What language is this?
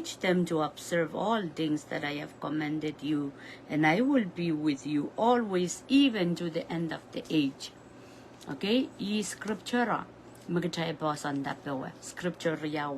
Pohnpeian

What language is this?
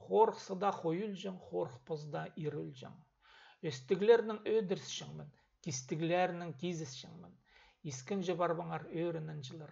Khakas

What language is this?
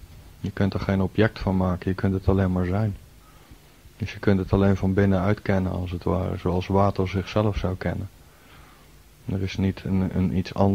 Dutch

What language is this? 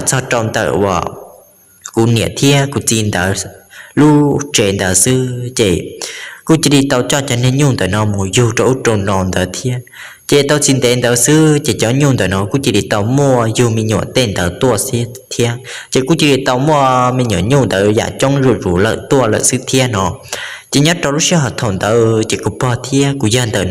Hmong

